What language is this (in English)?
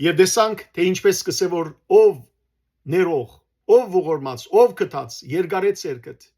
Western Armenian